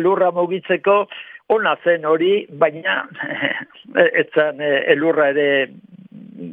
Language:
Basque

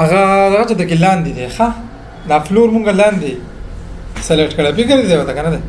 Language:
Pashto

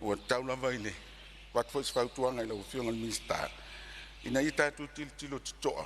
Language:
Samoan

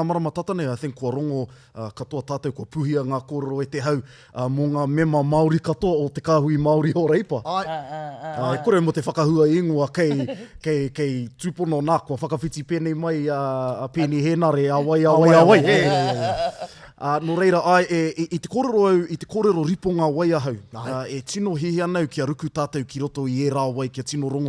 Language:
Māori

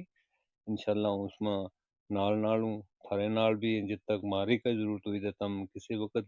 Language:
Gujari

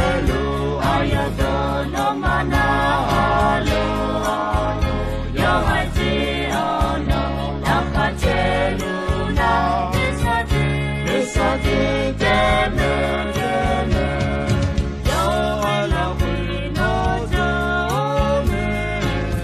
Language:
Akha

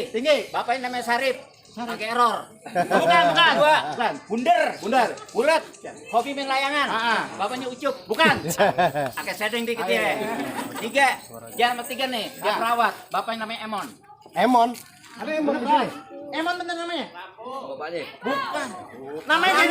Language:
Betawi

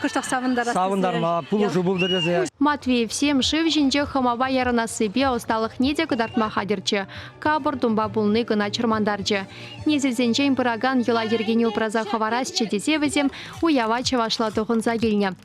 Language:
Chuvash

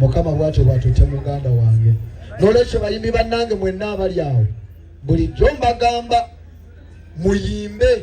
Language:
Ganda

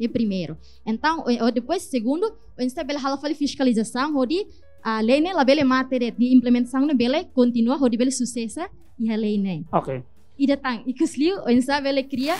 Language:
Tetum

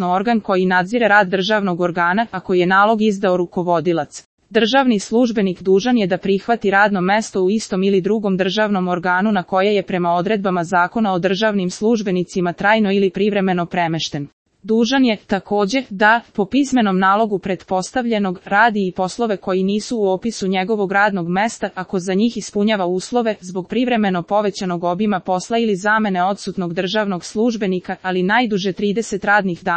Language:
Serbian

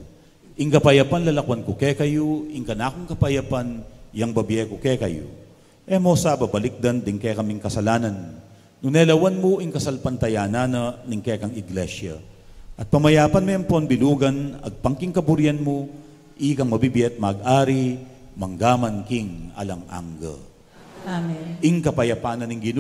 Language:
Pampanga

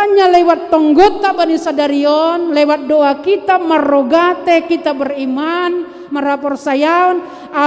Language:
Batak Simalungun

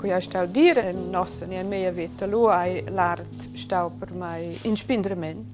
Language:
Romansh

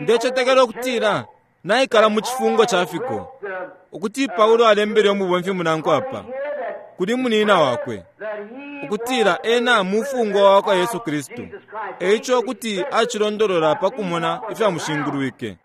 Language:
Bemba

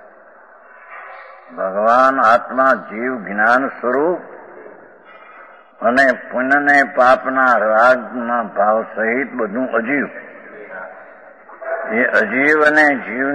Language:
Gujarati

